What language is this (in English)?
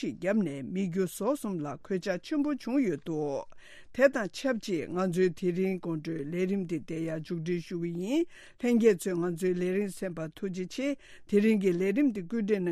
Tibetan